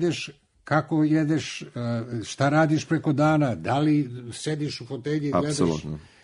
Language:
Serbian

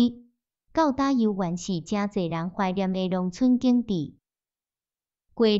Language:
Min Nan Chinese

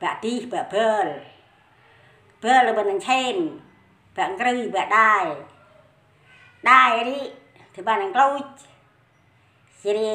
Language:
Central Mnong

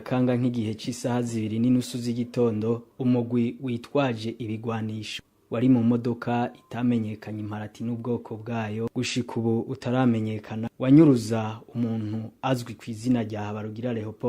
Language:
Rundi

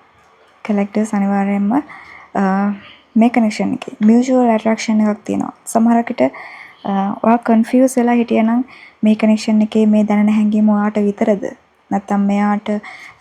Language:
Sinhala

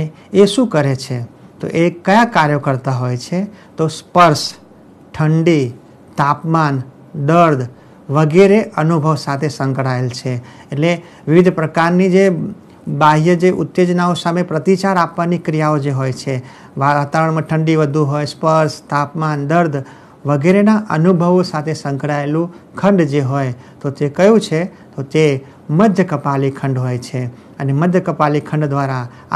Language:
Gujarati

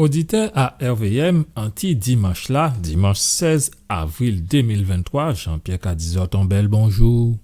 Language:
Guadeloupean Creole French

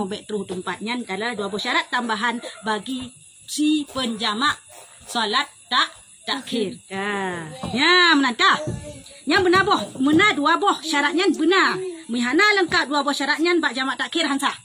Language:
Achinese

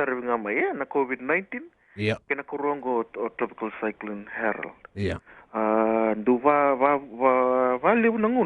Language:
Fijian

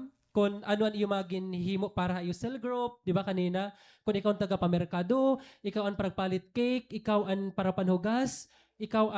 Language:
Waray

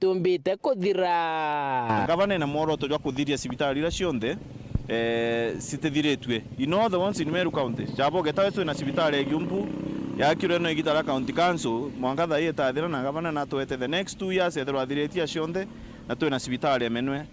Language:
Meru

